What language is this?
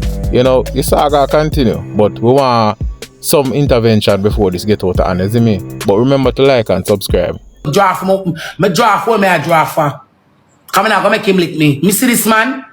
Jamaican Creole English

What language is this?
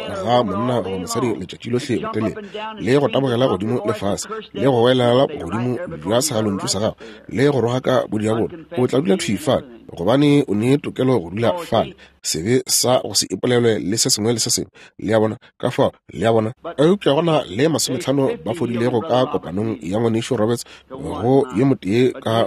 Northern Sotho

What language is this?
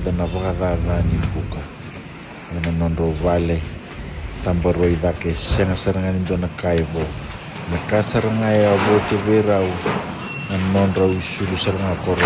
Fijian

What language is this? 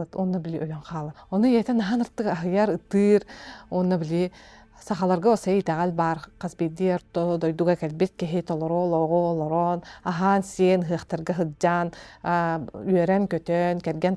Yakut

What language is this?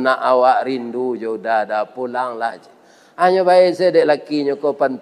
Minangkabau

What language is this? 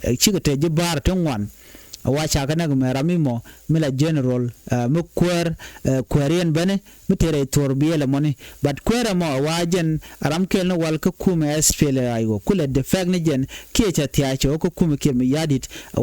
Nuer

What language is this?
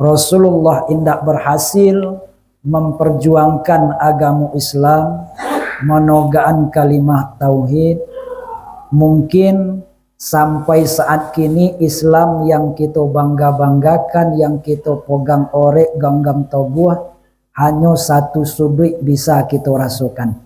Minangkabau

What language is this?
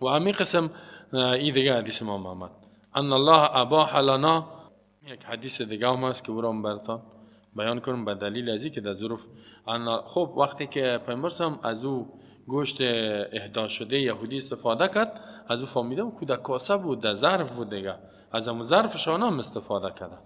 Tajik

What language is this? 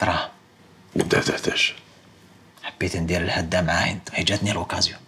Algerian Arabic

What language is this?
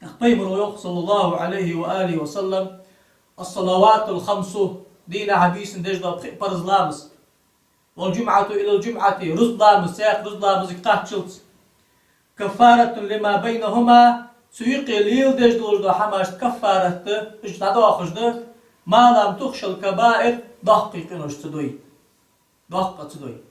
Ingush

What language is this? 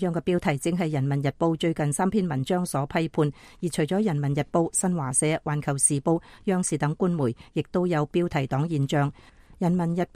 Cantonese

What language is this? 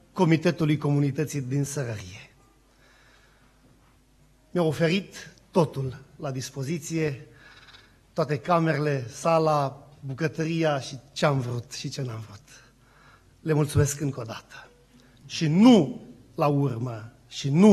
Romanian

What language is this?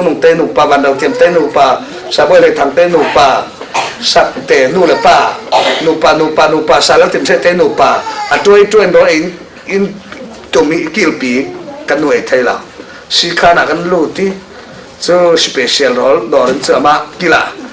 Falam Chin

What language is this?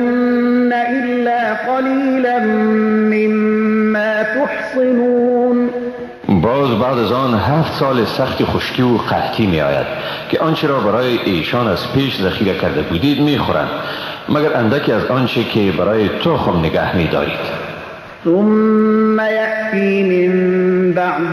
Persian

